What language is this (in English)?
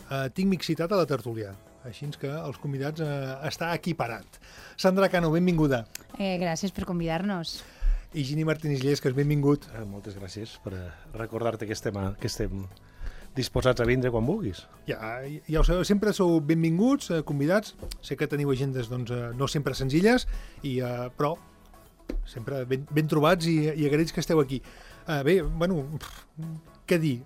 Catalan